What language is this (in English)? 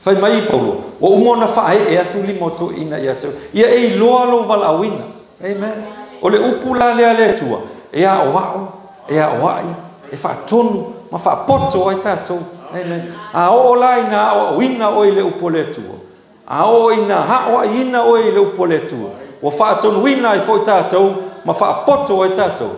Samoan